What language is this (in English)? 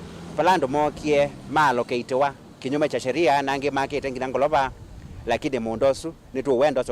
Kamba